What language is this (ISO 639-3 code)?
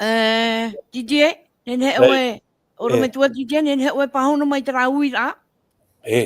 tah